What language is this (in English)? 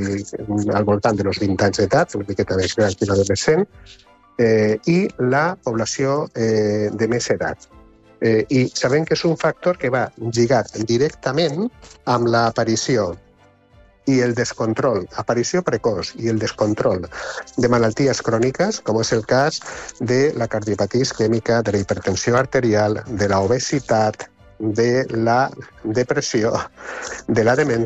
Catalan